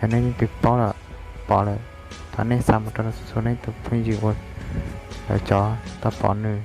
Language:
Hmong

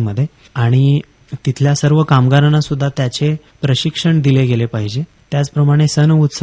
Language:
Marathi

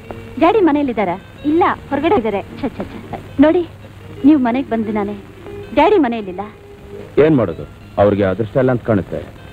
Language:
Kannada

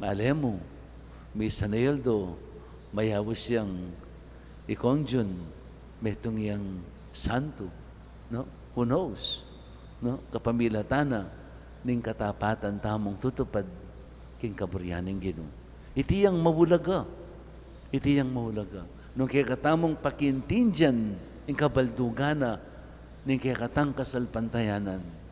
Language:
Pampanga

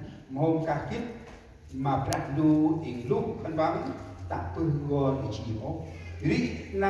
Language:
Central Mnong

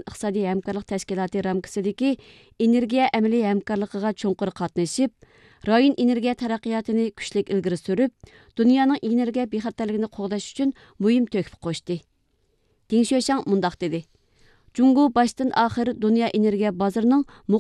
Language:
Uyghur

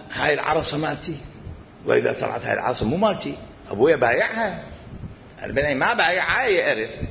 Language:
Mesopotamian Arabic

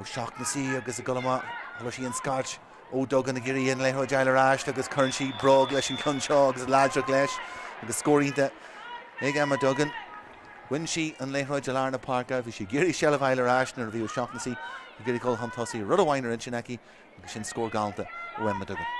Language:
Irish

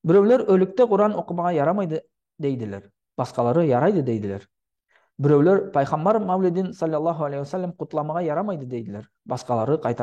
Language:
Nogai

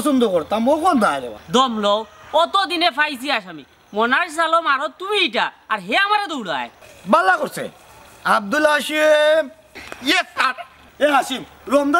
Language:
Sylheti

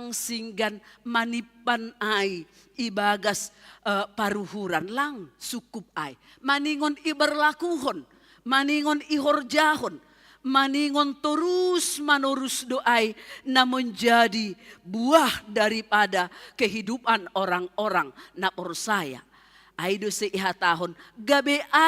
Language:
Batak Simalungun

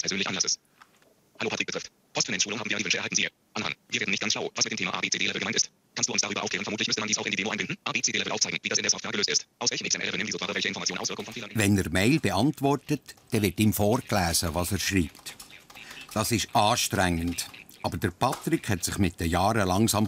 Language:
Swiss German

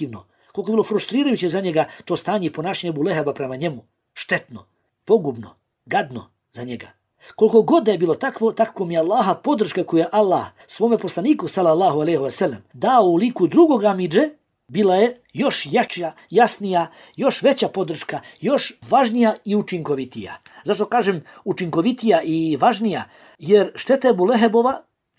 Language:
Bosnian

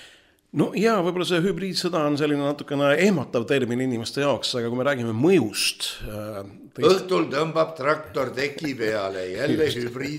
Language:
Estonian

